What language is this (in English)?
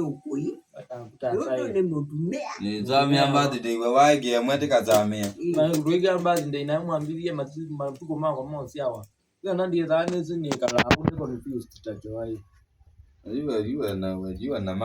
Kamba